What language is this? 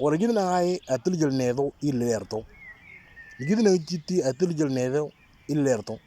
Moro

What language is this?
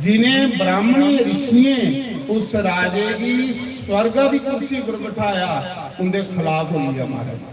Dogri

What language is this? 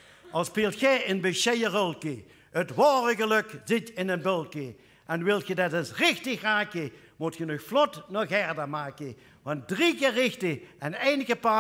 Limburgish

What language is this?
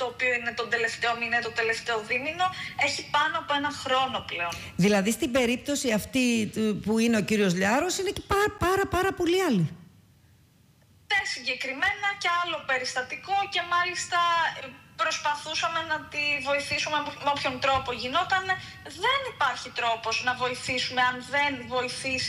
Greek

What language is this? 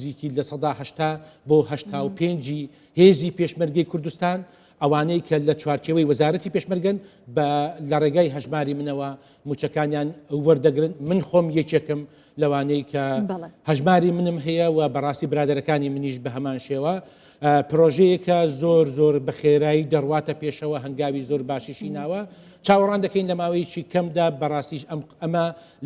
Central Kurdish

